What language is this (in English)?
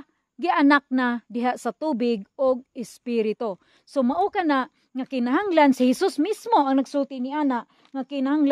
Cebuano